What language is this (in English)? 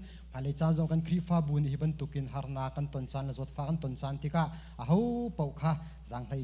Hakha Chin